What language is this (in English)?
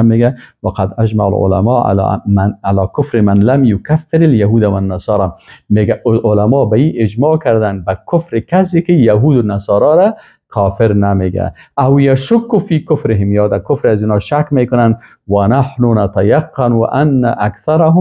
Persian